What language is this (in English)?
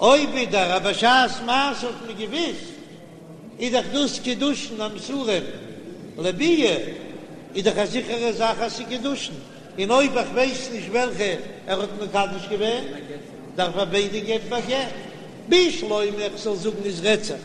Yiddish